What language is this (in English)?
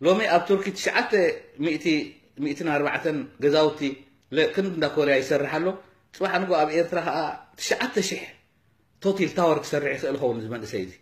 Tigrinya